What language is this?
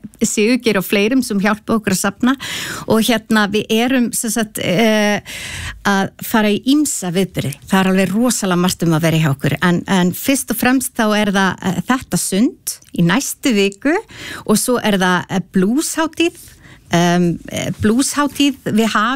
Icelandic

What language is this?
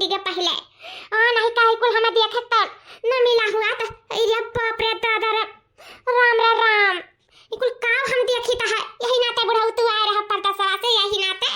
Awadhi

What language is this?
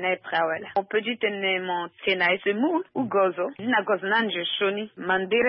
Sango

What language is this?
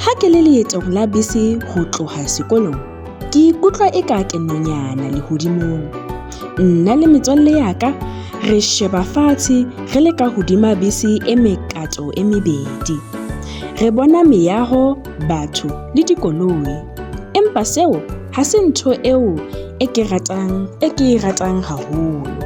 Southern Sotho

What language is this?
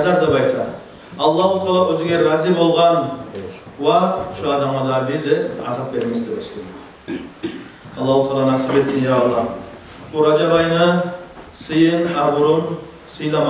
Kumyk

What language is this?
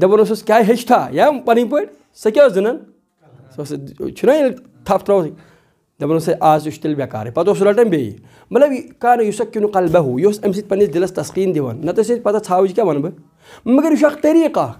Kashmiri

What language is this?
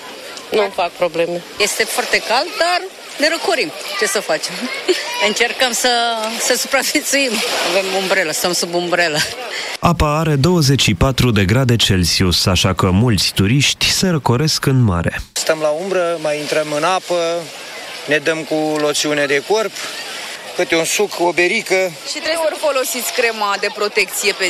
Romanian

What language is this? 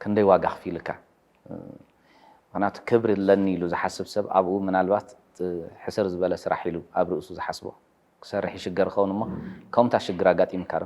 Tigrinya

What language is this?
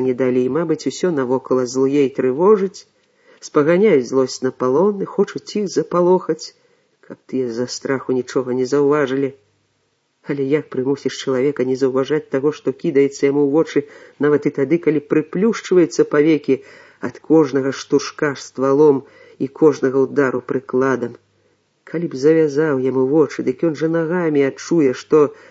Belarusian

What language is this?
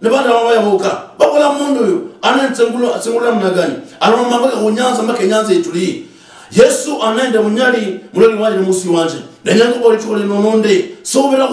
Luyia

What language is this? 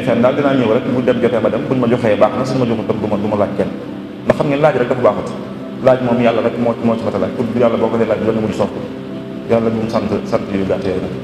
Wolof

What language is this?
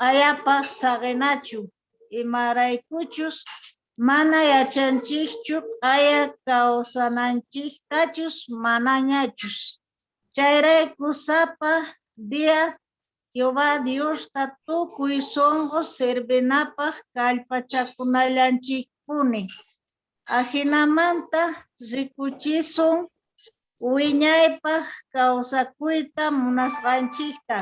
Quechua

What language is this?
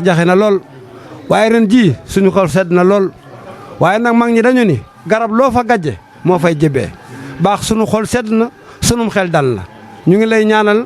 Wolof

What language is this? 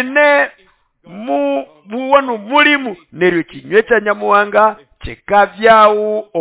Nande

